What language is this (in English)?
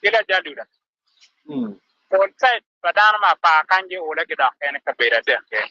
Acoli